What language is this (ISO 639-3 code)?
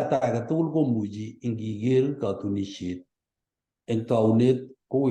kln